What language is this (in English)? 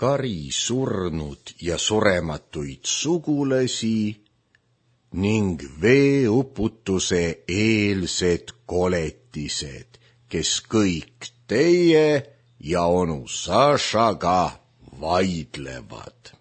Estonian